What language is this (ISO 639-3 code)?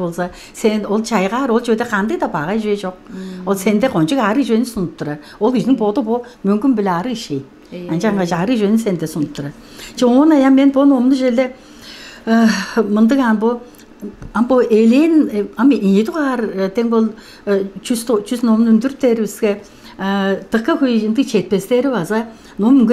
tyv